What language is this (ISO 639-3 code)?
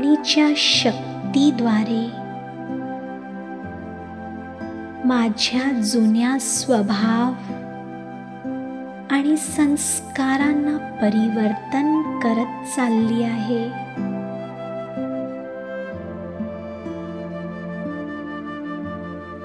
mar